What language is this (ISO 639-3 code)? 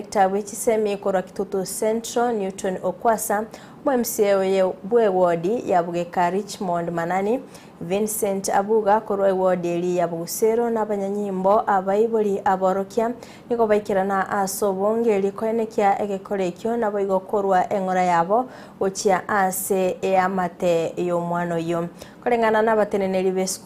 guz